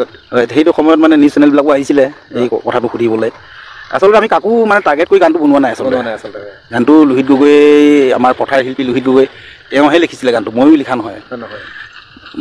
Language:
Assamese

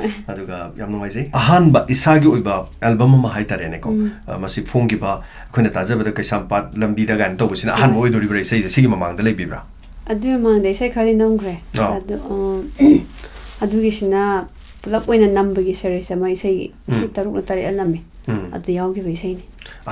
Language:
Manipuri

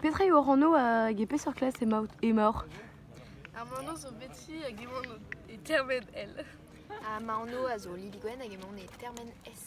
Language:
Breton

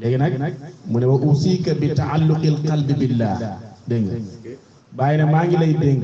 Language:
Wolof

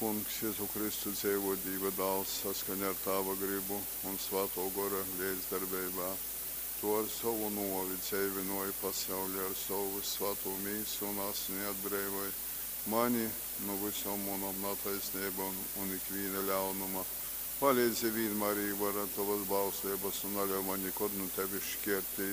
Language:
Latgalian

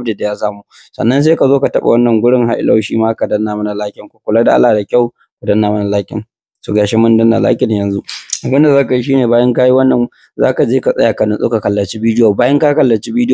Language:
Hausa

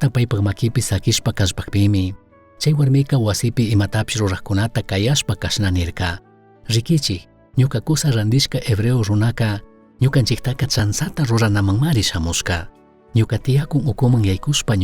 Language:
Chimborazo Highland Quichua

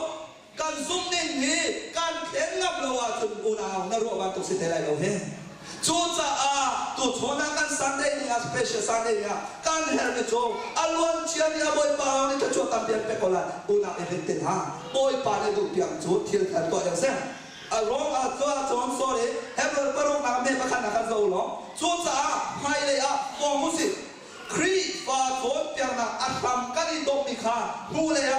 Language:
Hakha Chin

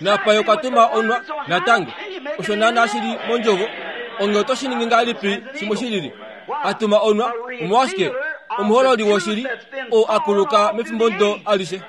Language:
Kuanyama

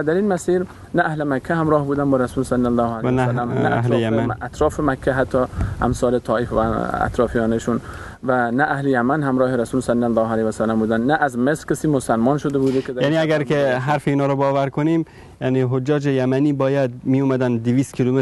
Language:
Persian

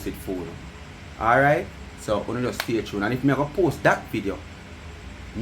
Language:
Jamaican Creole English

